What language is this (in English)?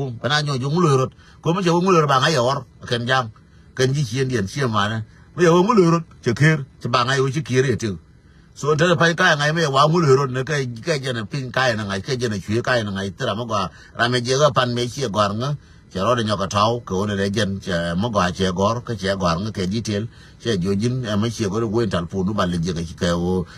Nuer